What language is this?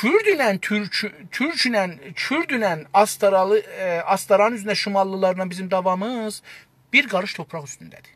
South Azerbaijani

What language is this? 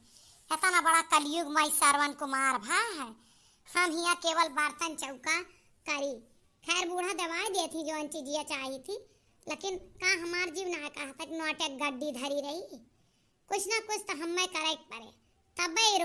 Awadhi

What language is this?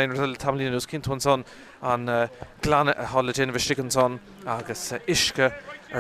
Irish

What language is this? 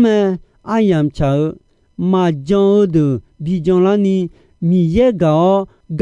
Akha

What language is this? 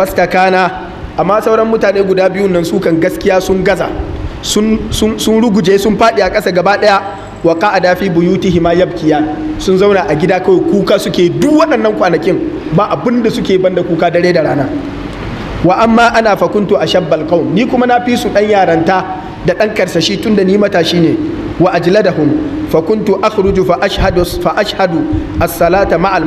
Hausa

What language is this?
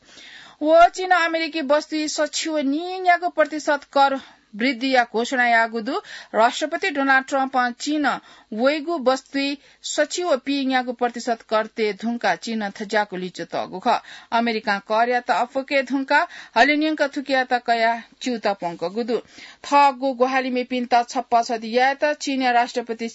Newari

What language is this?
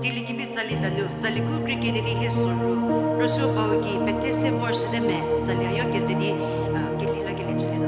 Angami Naga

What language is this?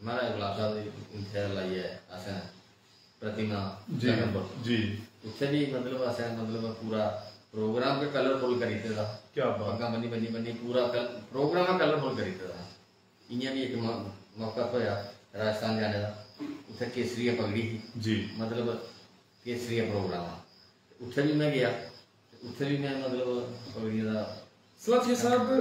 Dogri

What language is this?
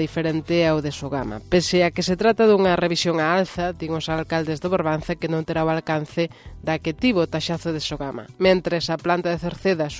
Galician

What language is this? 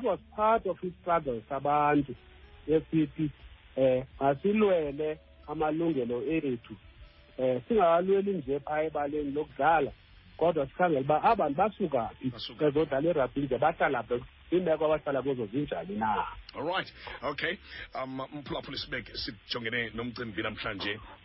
Xhosa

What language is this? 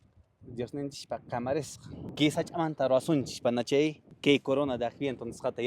Quechua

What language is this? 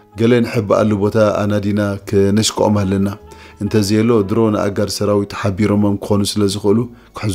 Tigrinya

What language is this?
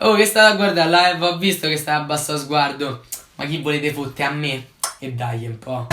Neapolitan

